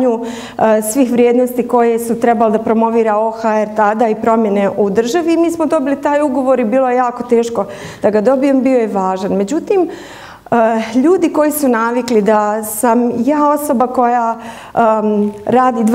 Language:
Bosnian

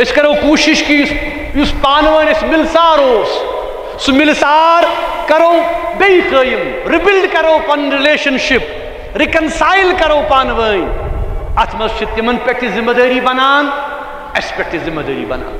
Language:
Kashmiri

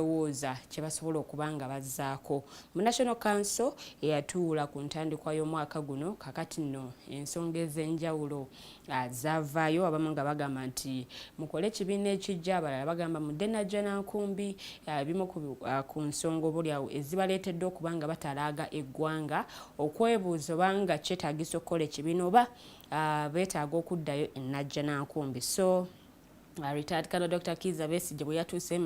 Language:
Ganda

